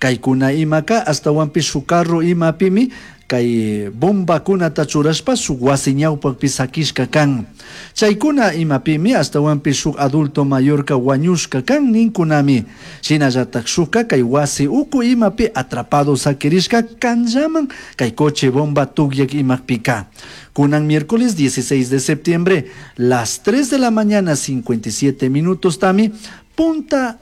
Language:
Chimborazo Highland Quichua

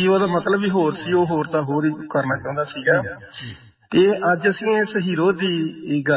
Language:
Punjabi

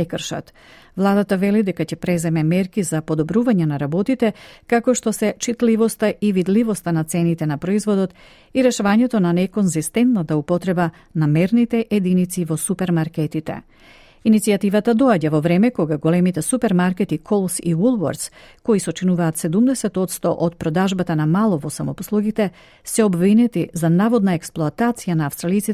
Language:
Macedonian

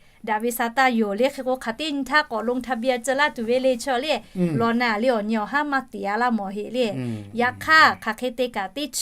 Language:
Lahu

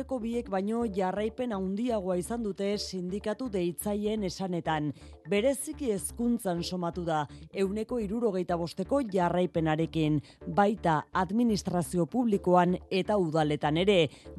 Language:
Basque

